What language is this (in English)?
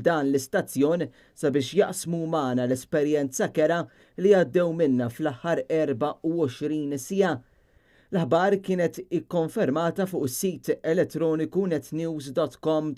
Maltese